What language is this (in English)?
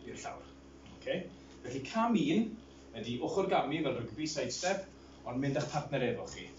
Welsh